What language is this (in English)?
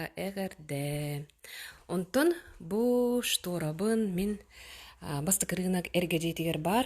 Yakut